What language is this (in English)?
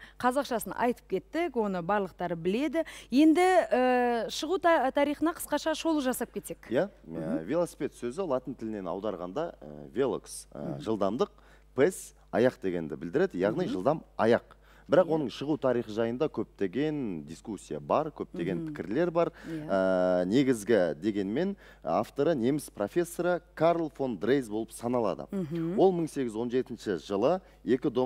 Kazakh